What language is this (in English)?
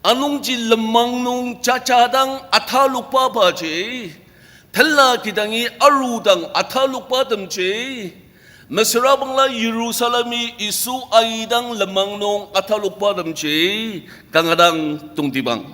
Ao Naga